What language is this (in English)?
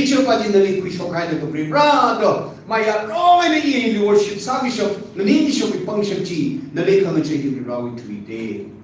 Tangkhul Naga (India)